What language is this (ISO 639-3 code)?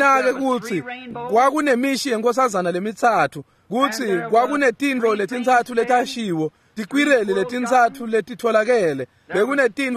ssw